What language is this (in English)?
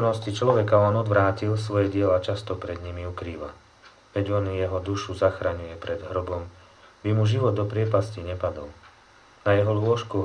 Slovak